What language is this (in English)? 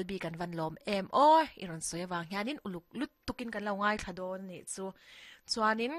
Mizo